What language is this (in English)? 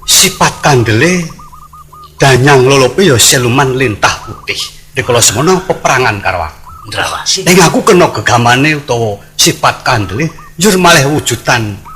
Javanese